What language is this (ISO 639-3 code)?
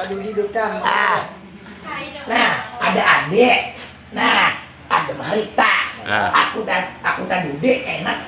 bjn